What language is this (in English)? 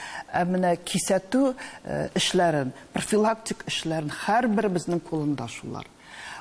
Tatar